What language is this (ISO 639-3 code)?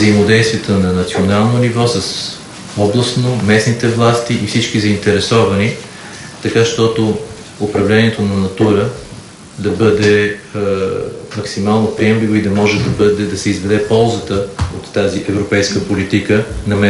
bul